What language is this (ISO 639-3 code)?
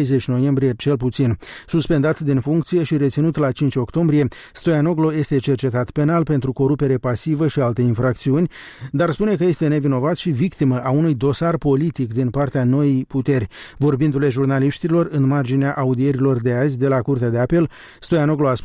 ron